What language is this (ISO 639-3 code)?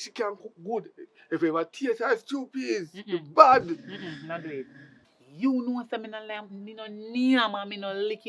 jam